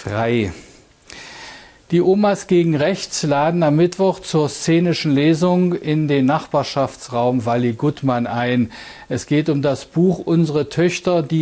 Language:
German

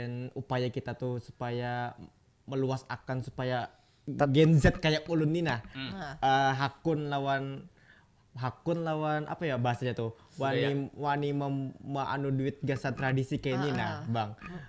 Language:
Banjar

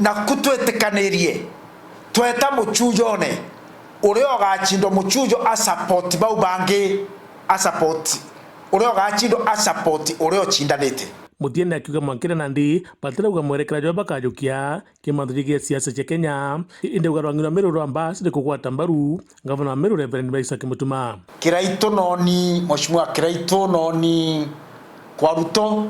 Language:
Meru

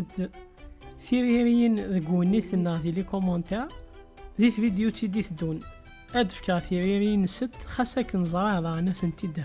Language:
Kabyle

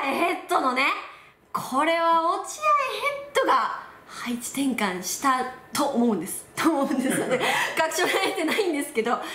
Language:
Japanese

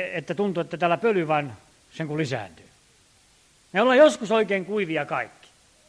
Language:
Finnish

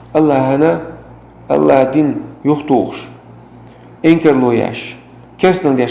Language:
Chechen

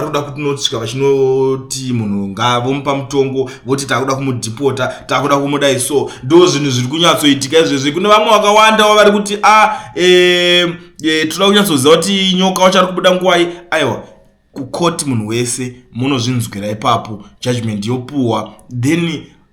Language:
Shona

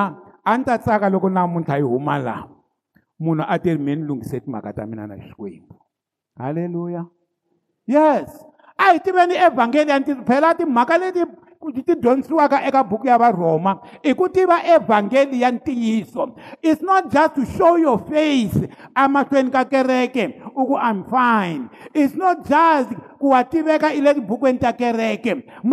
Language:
Tsonga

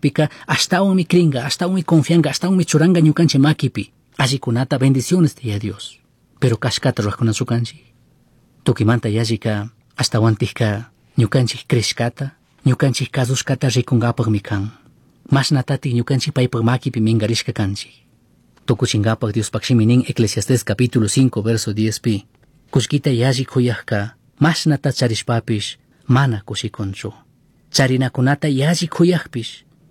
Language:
Chimborazo Highland Quichua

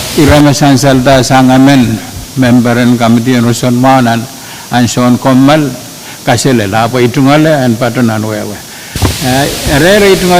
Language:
Pohnpeian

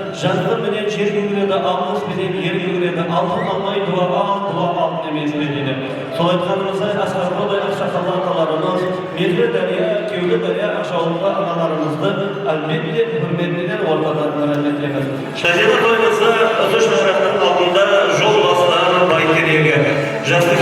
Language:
Kara-Kalpak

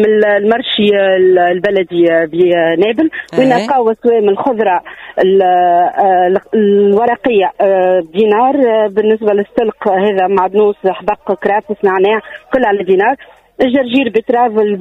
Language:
Tunisian Arabic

